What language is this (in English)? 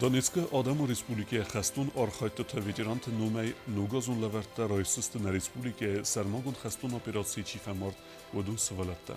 Ossetic